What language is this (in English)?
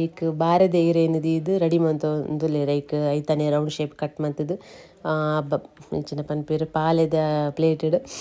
Tulu